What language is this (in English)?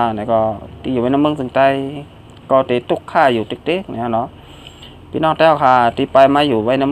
Shan